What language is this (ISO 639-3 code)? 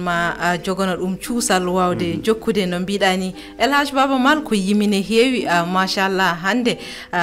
ful